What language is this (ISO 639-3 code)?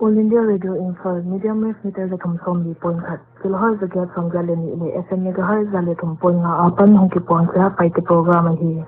pck